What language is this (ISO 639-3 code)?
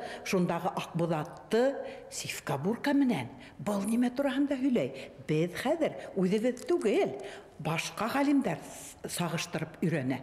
bak